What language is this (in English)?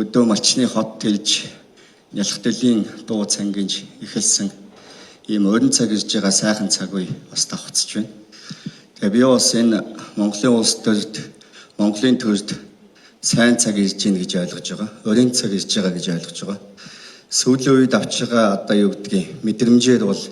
Mongolian